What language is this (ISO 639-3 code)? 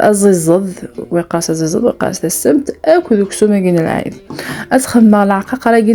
kab